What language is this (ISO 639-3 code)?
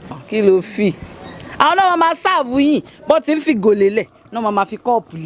yor